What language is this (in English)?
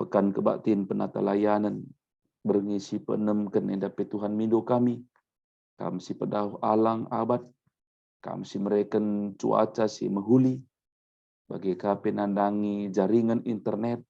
Batak Karo